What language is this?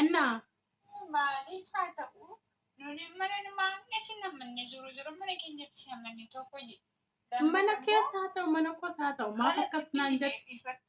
Oromo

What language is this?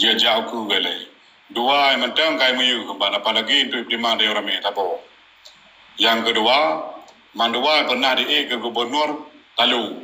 Achinese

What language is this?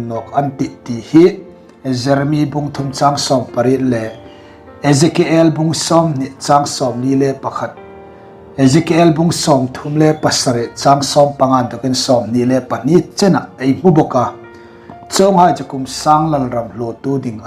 Hmar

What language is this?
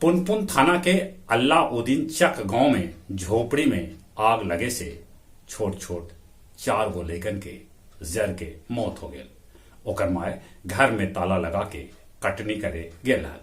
Magahi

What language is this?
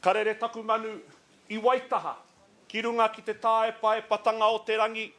Māori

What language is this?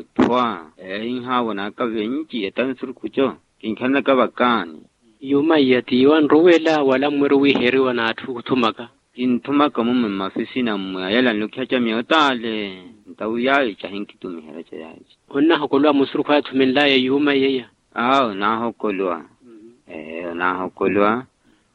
Makhuwa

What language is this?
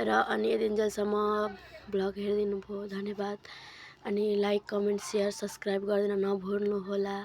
Nepali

